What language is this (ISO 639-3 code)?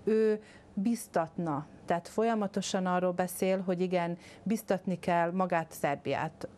hun